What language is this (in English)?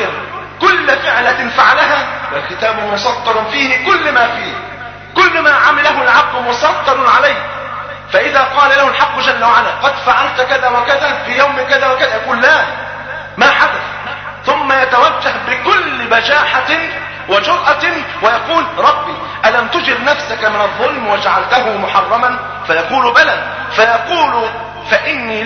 Arabic